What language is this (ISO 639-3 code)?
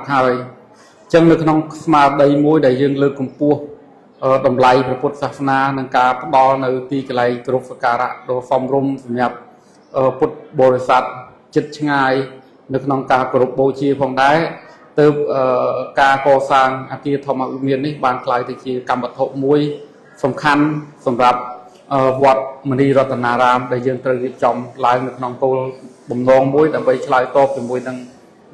khm